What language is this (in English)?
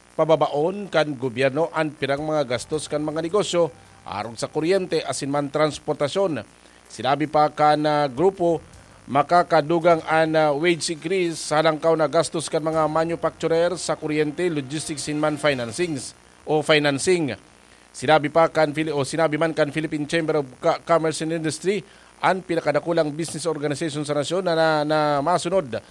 Bikol